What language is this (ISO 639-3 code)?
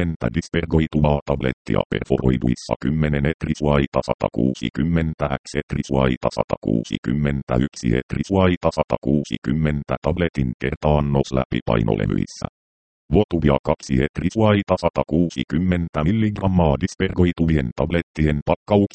fin